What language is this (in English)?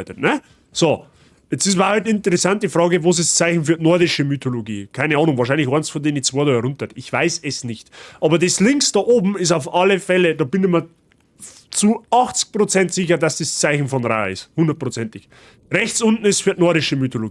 Bavarian